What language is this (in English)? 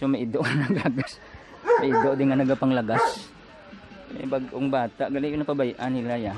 Hiligaynon